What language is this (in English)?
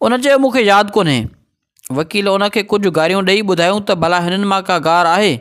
Sindhi